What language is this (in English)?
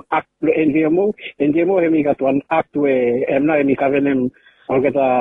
Bislama